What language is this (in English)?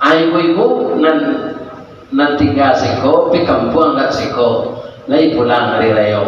Minangkabau